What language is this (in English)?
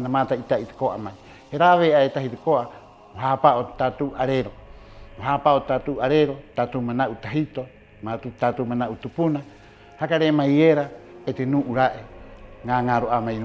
Rapanui